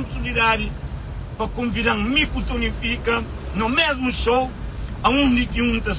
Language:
Kabuverdianu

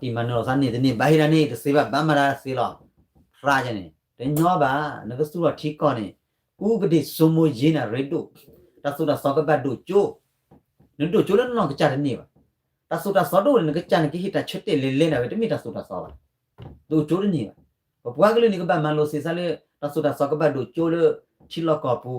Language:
S'gaw Karen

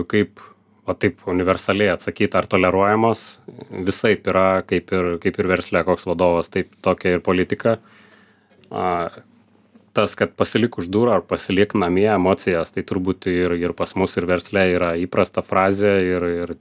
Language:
Lithuanian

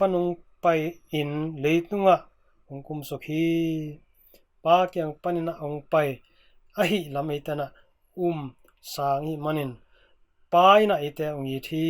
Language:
Tedim Chin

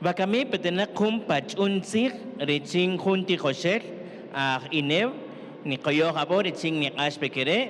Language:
Kaqchikel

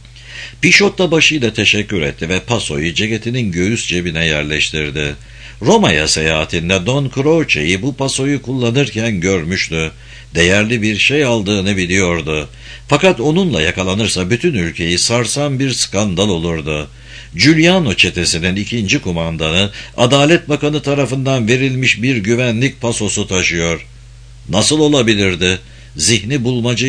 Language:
Turkish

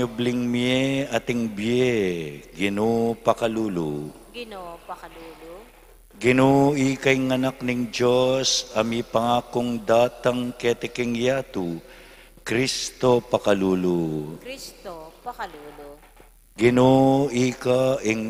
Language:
Pampanga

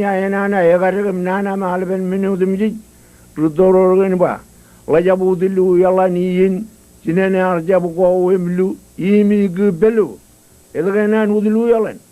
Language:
Marshallese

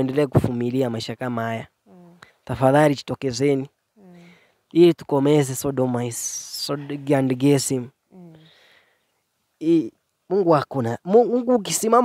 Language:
Swahili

